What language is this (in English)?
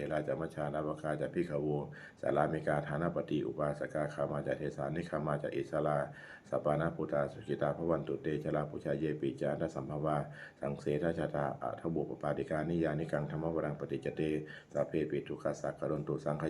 Pali